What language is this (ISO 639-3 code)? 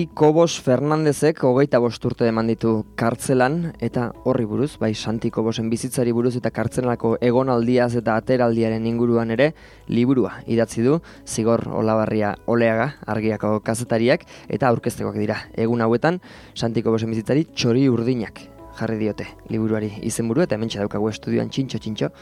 eus